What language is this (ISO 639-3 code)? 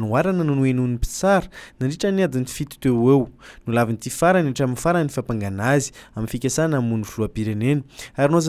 mlg